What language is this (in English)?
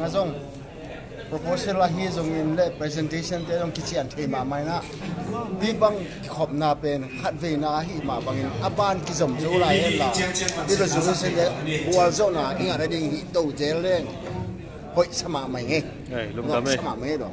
Tedim Chin